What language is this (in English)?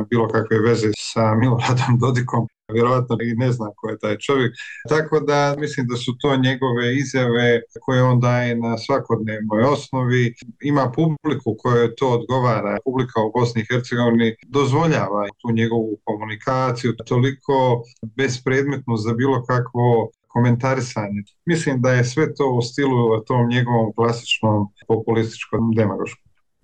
Bosnian